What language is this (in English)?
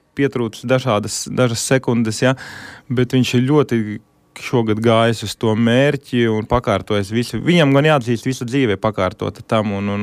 Latvian